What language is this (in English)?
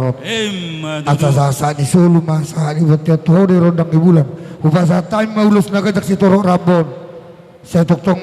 Batak Toba